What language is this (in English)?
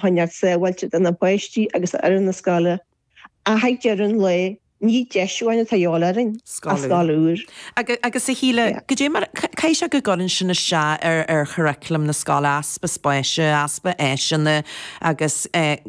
Irish